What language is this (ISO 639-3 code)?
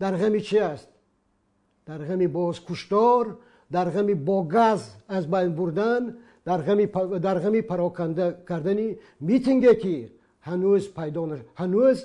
tgk